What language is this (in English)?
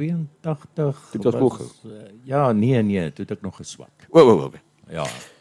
Afrikaans